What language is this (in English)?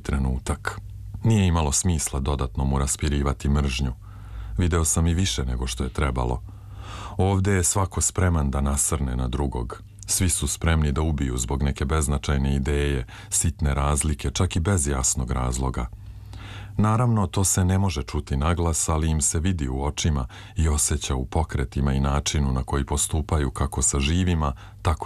Serbian